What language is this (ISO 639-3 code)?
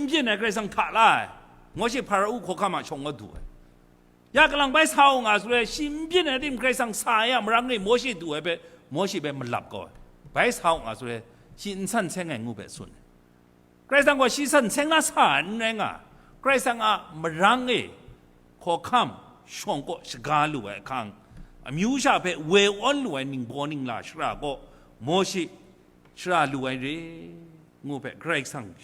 kac